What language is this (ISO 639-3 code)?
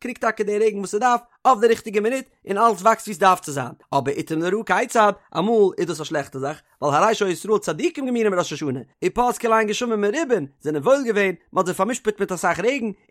yid